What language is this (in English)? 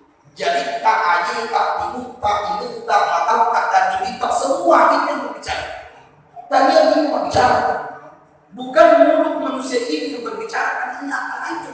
Buginese